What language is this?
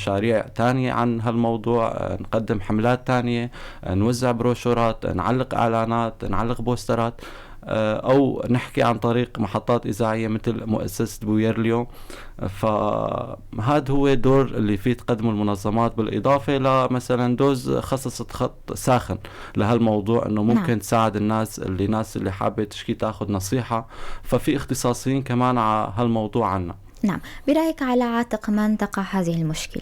North Levantine Arabic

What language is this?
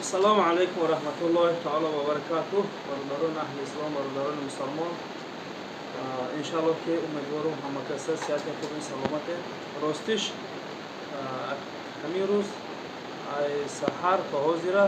Tajik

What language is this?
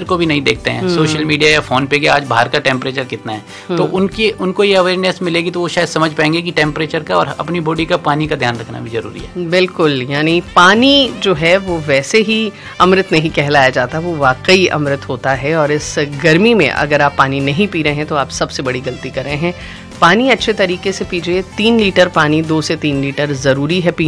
Hindi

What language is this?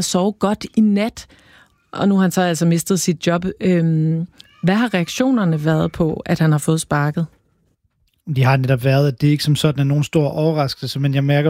Danish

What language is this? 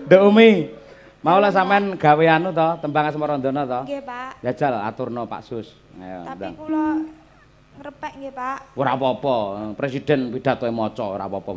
Javanese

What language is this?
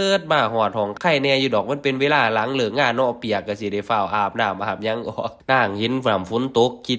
Northeastern Thai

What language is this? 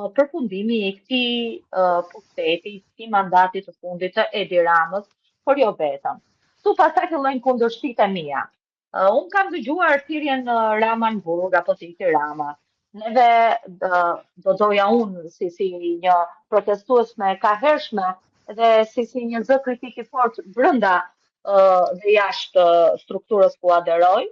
Albanian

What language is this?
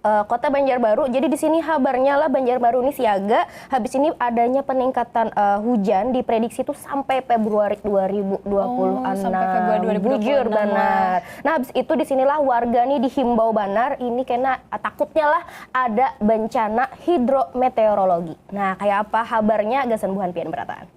Banjar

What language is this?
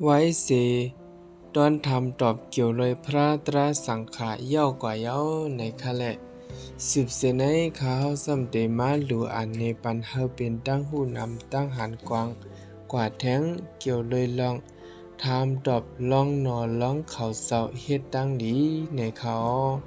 Shan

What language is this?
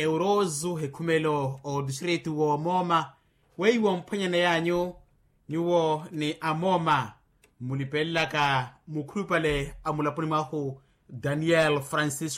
Makhuwa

